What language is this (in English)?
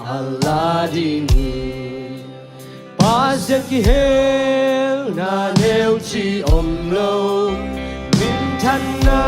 Tedim Chin